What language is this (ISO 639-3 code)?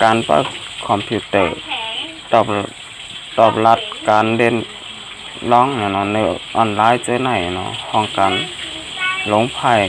shn